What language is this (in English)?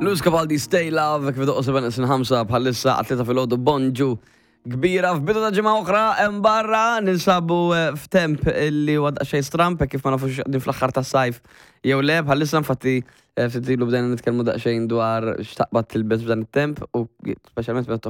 Maltese